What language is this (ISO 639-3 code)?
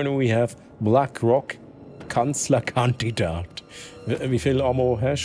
gsw